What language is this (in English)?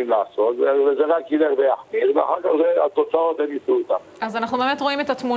Hebrew